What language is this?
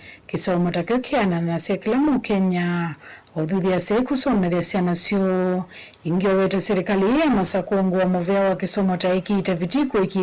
Kamba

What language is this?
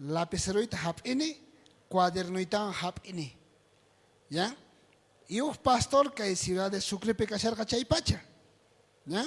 South Bolivian Quechua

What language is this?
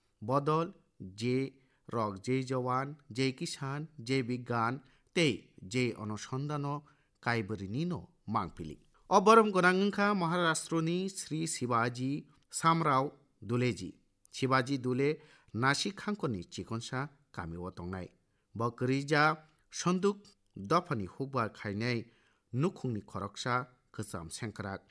Kok Borok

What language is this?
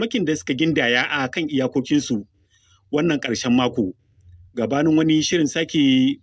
Hausa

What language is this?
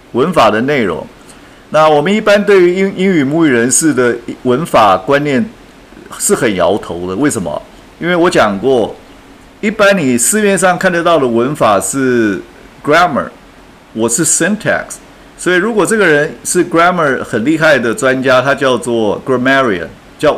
Chinese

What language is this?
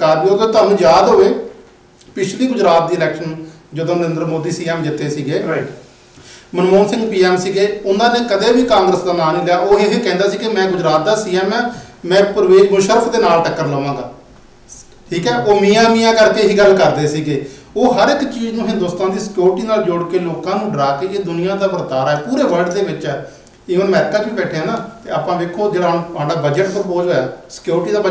Punjabi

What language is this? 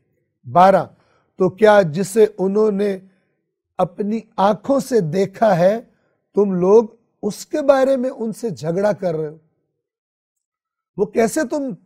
Urdu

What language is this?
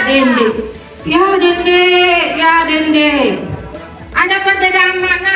Makasar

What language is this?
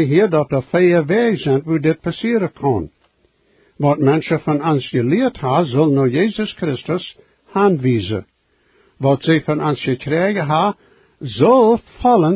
Plautdietsch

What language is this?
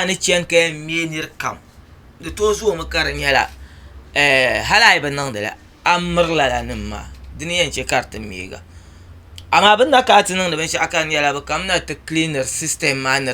Dagbani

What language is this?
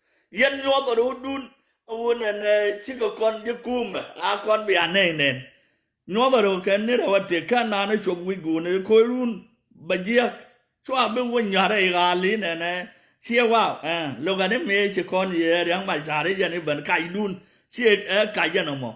Nuer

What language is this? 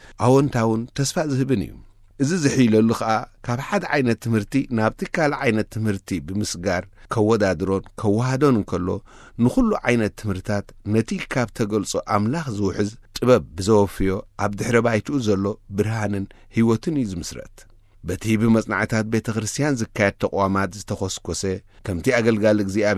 Tigrinya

